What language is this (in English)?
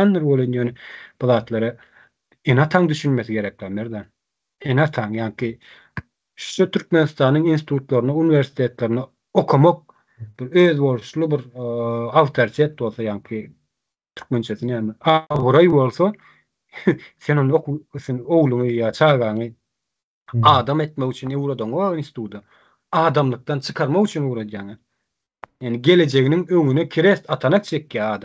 Turkmen